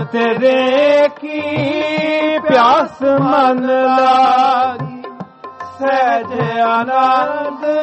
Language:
Punjabi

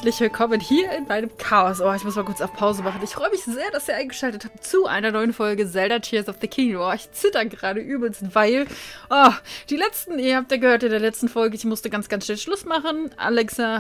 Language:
German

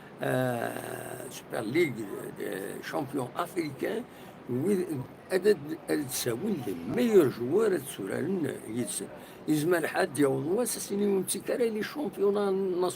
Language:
Kabyle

